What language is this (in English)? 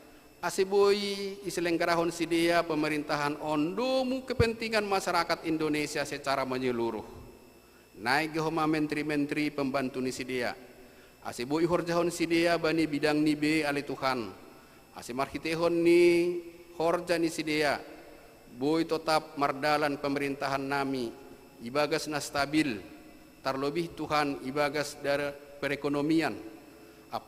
Batak Simalungun